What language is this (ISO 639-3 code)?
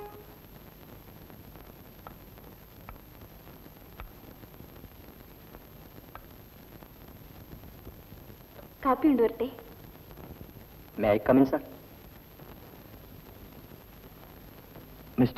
mal